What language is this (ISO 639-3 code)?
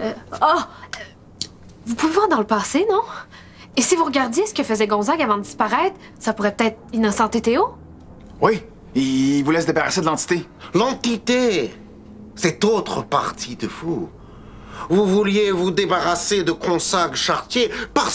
fra